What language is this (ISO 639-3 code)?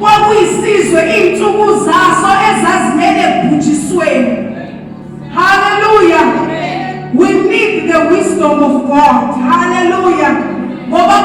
zul